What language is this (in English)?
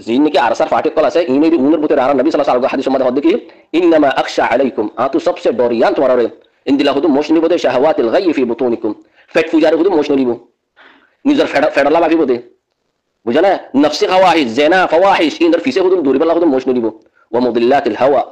Rohingya